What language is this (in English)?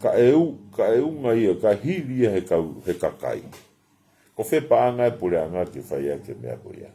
Tongan